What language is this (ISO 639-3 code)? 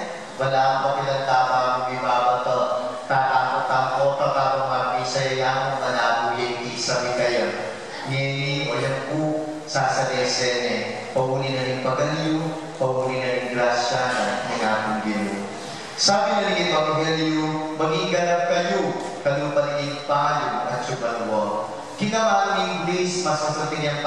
pam